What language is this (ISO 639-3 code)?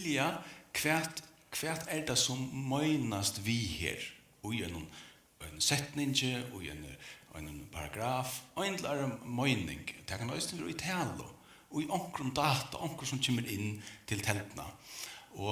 fao